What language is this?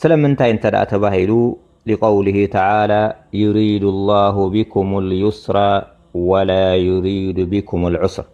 Tigrinya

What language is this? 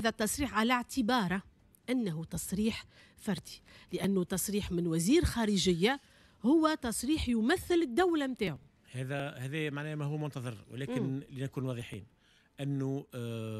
Tunisian Arabic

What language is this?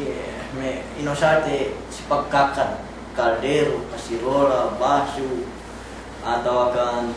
Yakan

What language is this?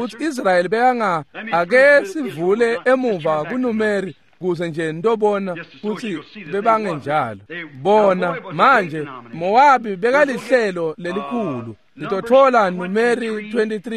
Swati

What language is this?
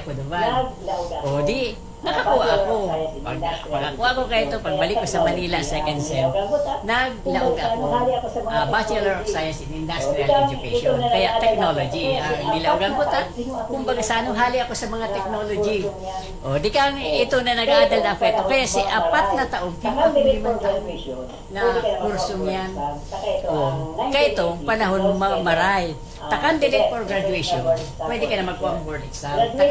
Bikol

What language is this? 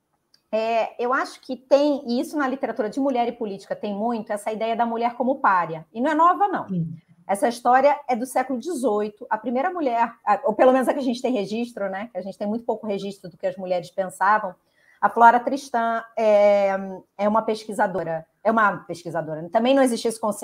Portuguese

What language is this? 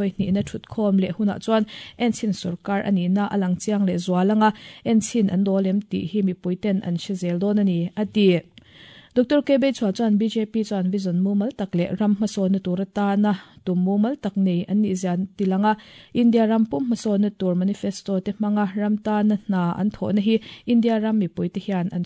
Mizo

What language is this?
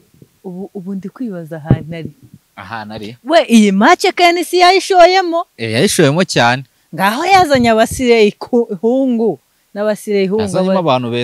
Kinyarwanda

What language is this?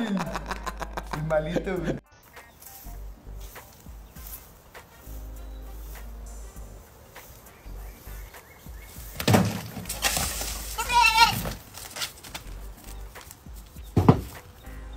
Spanish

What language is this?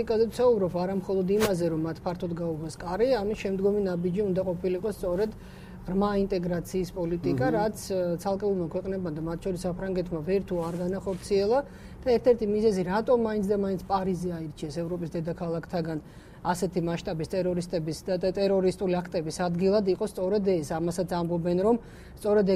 Georgian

